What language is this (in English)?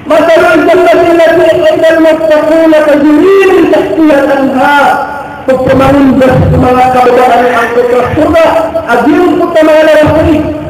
Maranao